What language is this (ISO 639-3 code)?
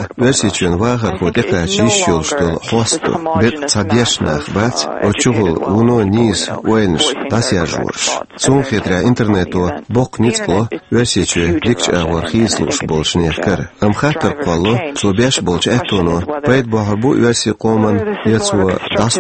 che